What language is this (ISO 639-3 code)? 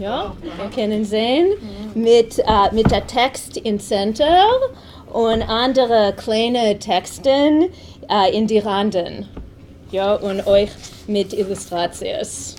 yid